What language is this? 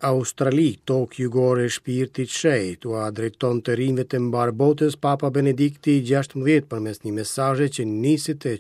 Albanian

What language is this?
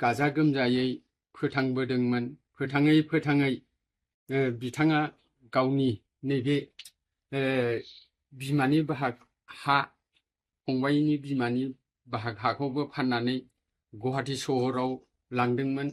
Bodo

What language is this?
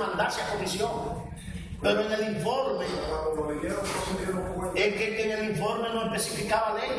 Spanish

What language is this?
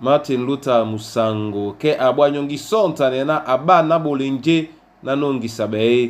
Duala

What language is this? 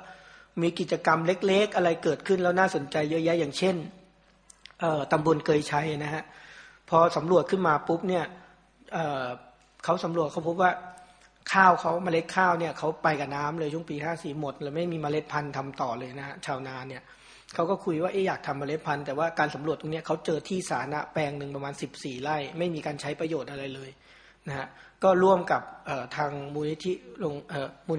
Thai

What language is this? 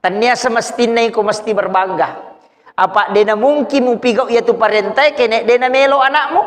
Buginese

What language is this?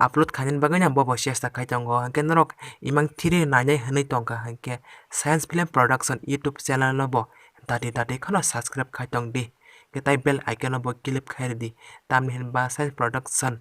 Kok Borok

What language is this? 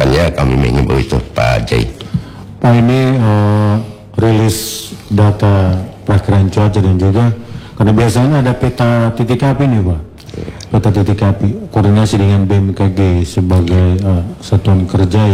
Indonesian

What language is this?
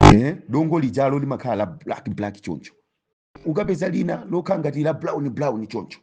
Nyanja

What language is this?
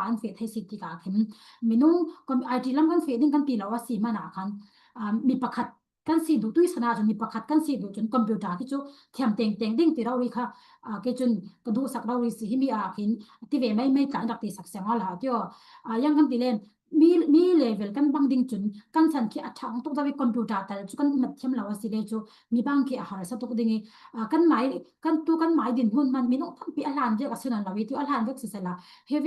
Falam Chin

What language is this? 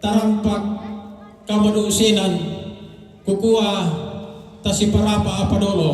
Toraja-Sa'dan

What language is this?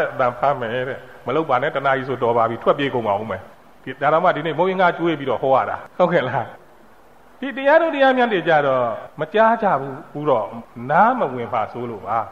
Burmese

